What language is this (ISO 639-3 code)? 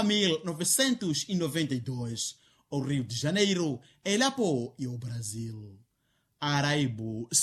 vmw